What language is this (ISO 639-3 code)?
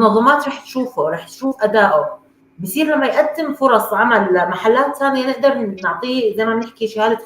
apc